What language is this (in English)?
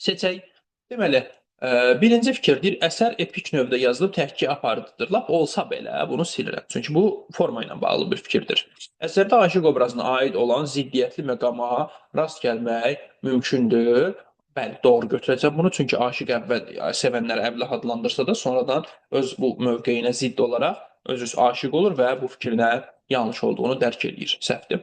Azerbaijani